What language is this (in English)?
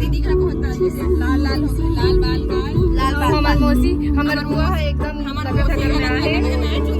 Chhattisgarhi